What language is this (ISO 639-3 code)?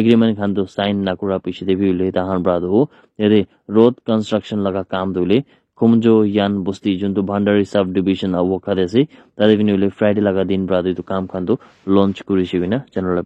nag